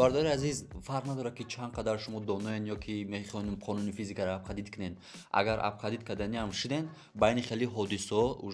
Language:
Tajik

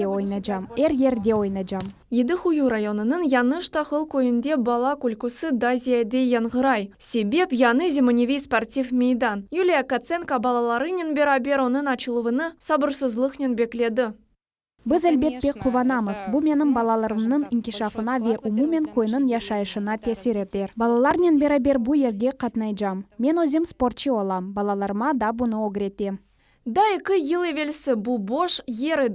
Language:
Crimean Tatar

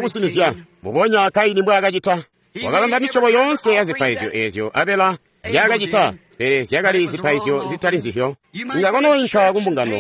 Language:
Tonga (Zambia)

